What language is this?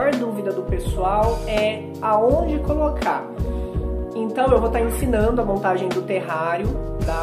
Portuguese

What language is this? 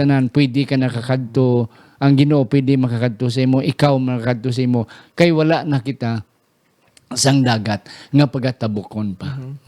Hiligaynon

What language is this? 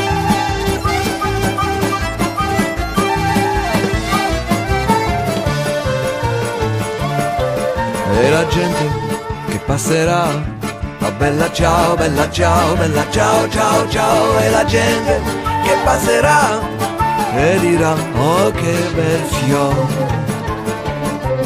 Italian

